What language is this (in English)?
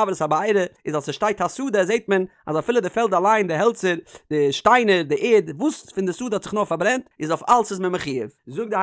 Yiddish